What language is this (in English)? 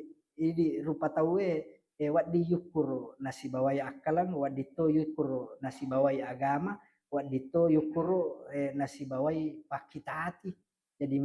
Buginese